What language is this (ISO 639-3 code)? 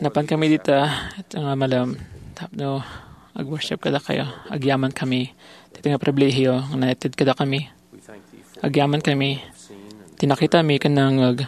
ilo